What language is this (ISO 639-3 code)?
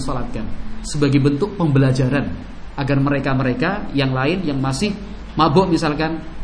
ind